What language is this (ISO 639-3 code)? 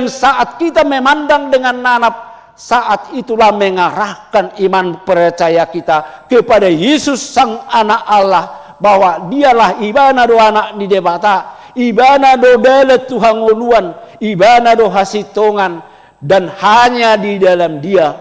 bbc